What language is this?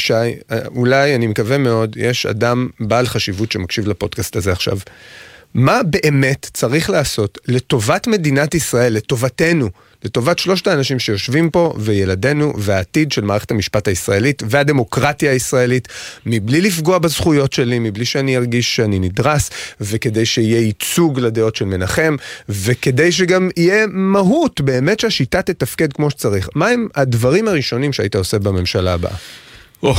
Hebrew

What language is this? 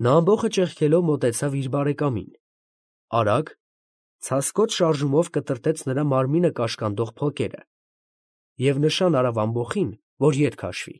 Armenian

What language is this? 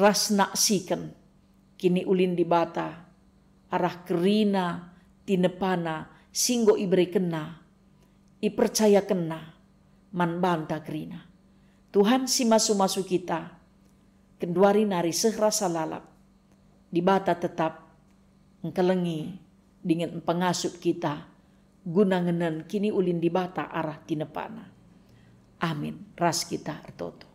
Batak Karo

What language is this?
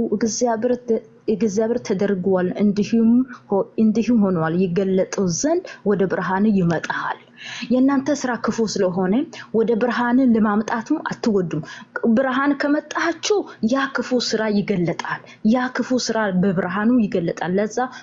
Amharic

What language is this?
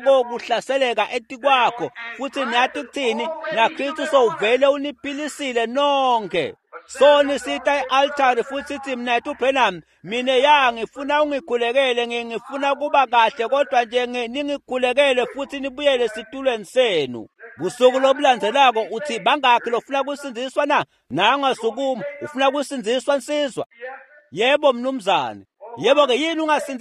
Swati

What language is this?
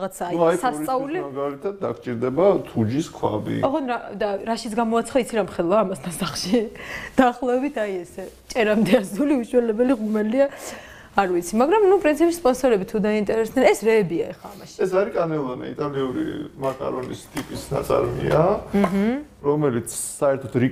Georgian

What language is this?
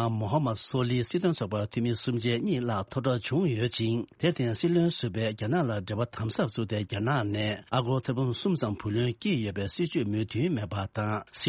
Tibetan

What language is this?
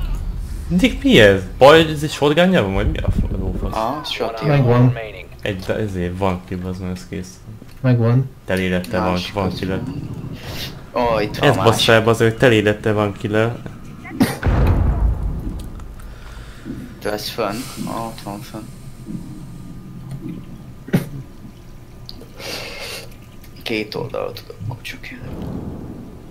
Hungarian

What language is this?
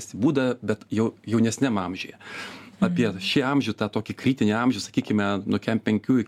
Lithuanian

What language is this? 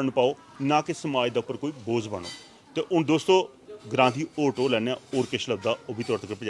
Dogri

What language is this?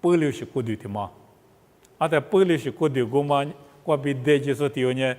Lisu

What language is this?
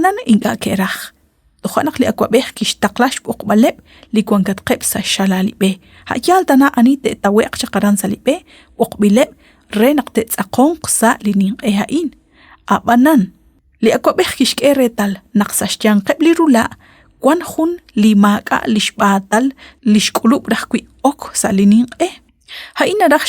Kekchí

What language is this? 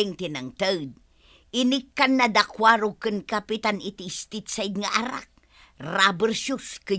Iloko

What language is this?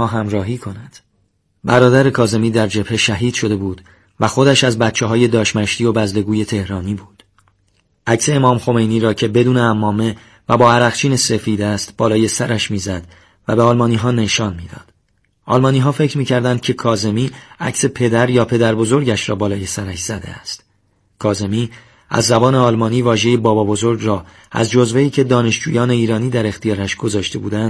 Persian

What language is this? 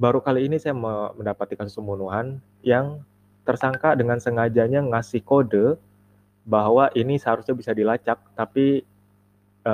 Indonesian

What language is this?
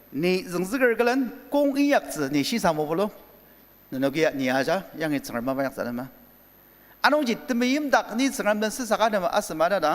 Ao Naga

